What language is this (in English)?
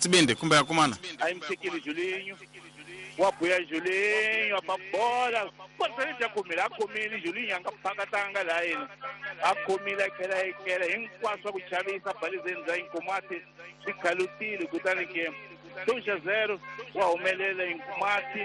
Tsonga